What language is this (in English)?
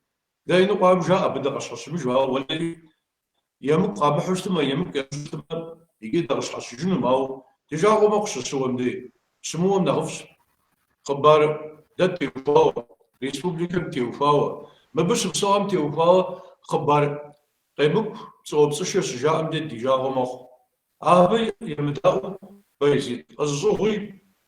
Kabardian